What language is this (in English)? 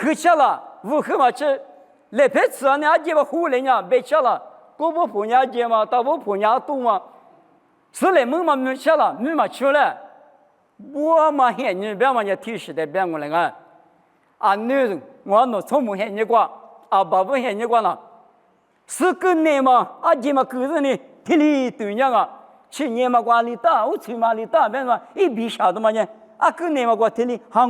Lisu